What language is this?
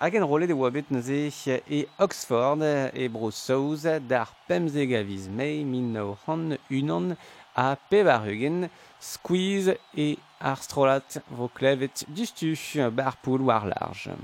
Breton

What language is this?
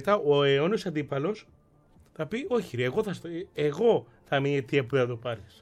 Greek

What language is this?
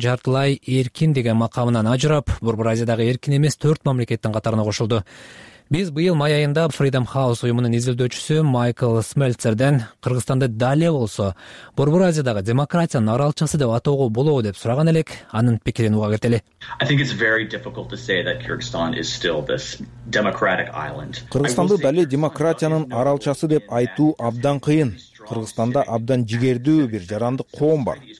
Kyrgyz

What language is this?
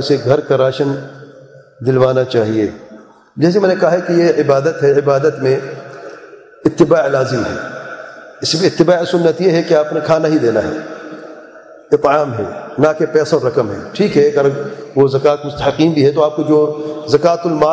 Urdu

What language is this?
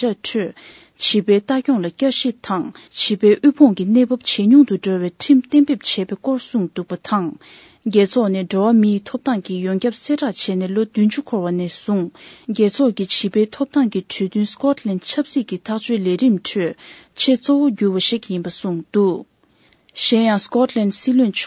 Tibetan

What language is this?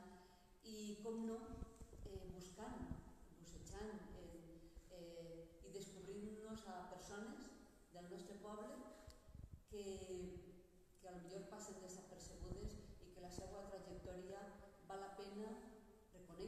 Catalan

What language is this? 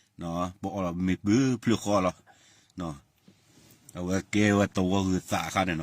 S'gaw Karen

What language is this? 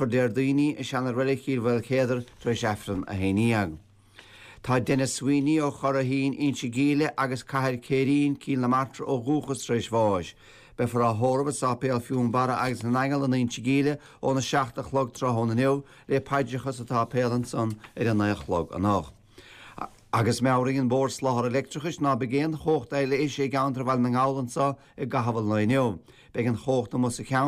Irish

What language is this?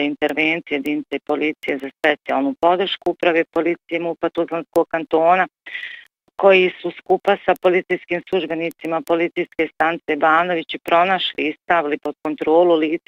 Bosnian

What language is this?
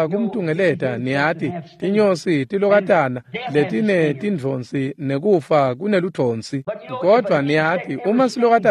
Swati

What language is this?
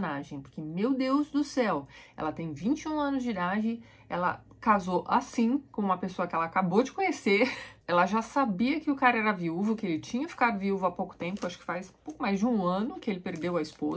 Portuguese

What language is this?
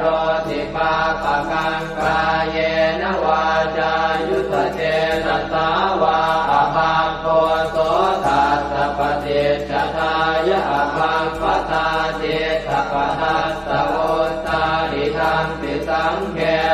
Pali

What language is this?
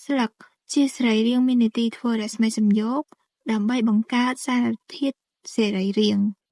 Khmer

